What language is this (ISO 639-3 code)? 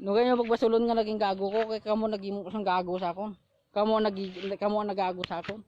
hil